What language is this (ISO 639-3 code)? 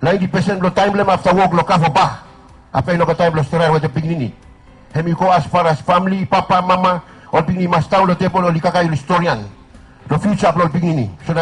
bis